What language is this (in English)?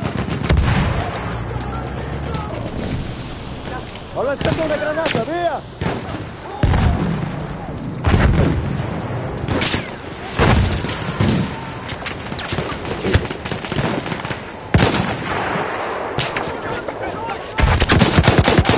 Italian